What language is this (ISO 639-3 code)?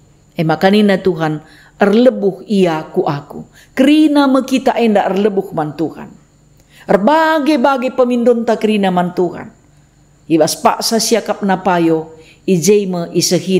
btx